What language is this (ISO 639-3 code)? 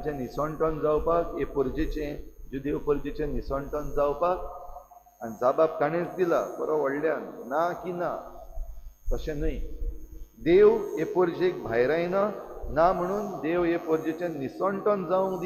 kok